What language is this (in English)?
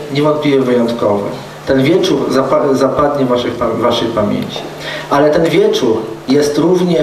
Polish